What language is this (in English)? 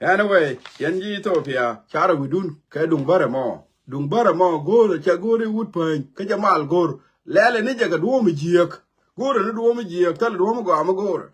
Nuer